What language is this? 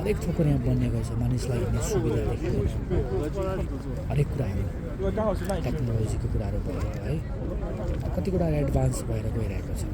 Nepali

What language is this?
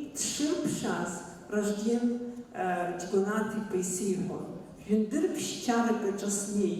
Abkhazian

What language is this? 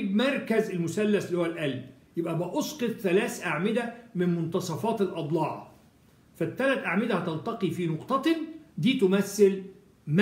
Egyptian Arabic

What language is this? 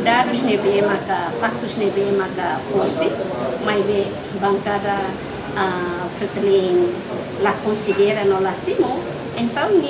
Tetum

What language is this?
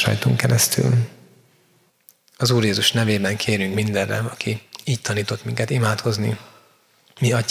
Hungarian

